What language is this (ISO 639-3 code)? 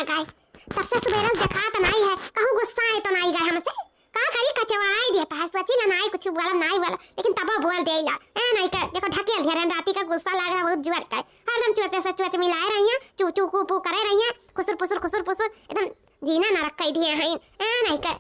awa